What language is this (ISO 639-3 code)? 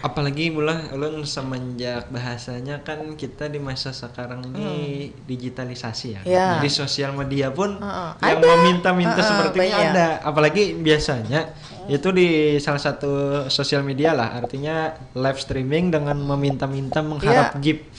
bjn